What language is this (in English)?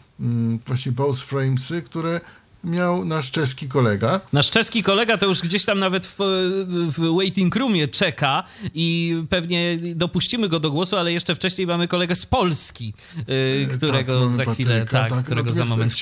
Polish